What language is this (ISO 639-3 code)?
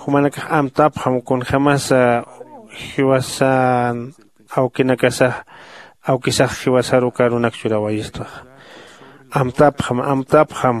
aym